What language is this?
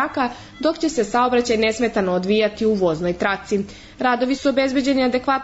Serbian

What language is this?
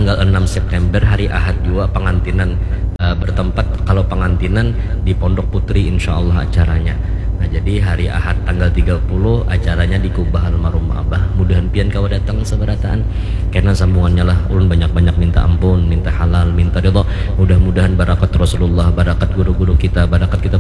Banjar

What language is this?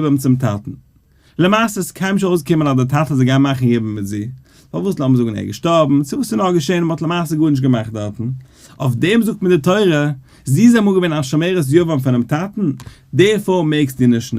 Yiddish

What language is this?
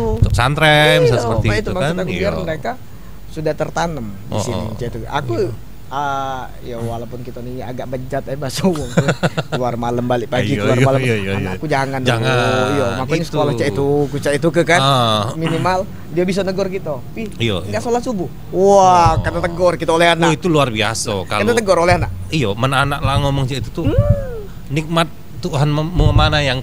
Musi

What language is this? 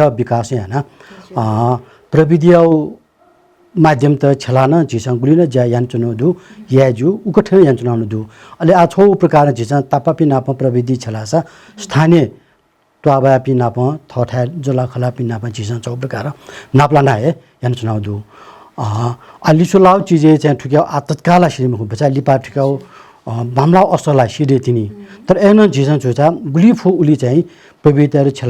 Newari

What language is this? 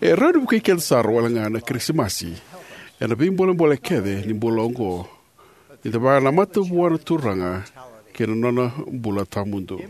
Fijian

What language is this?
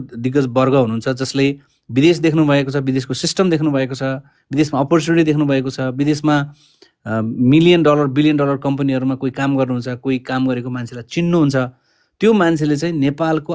Nepali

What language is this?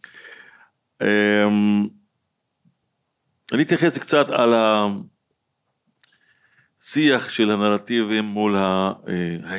Hebrew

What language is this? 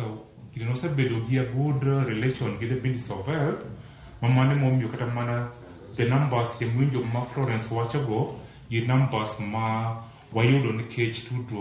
Luo (Kenya and Tanzania)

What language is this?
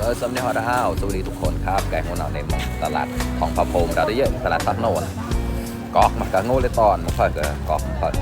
Mon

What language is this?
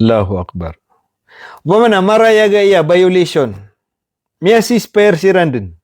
Maranao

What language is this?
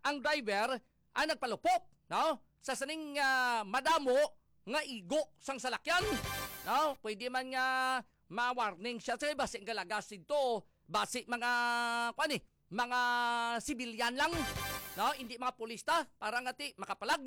Hiligaynon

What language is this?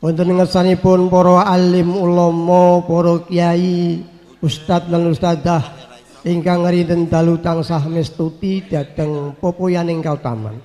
Javanese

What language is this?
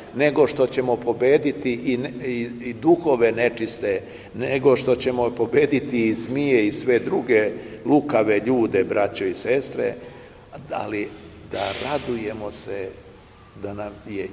Serbian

